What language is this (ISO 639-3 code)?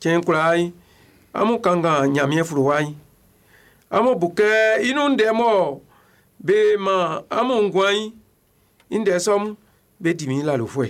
bci